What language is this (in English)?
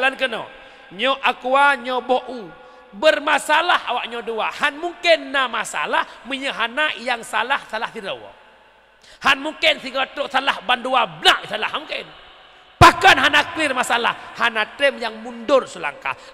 Achinese